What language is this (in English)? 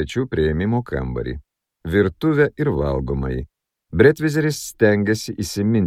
Lithuanian